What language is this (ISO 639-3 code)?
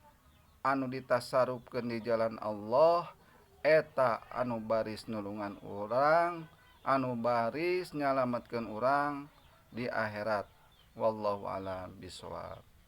sun